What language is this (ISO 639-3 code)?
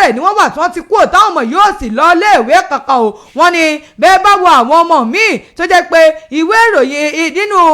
yor